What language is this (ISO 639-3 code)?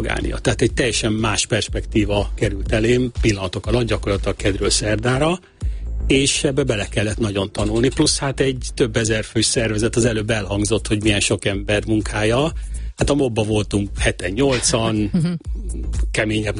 hun